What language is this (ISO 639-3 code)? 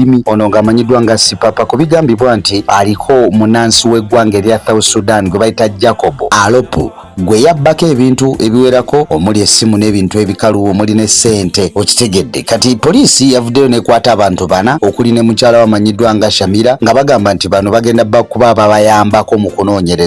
lug